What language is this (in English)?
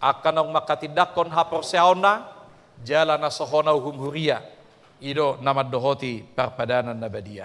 Batak Toba